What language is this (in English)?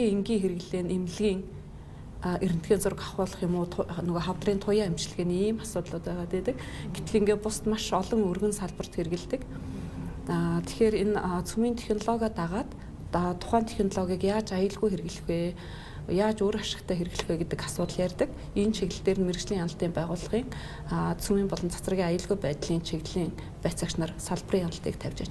Mongolian